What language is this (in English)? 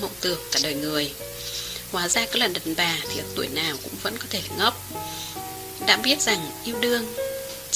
Vietnamese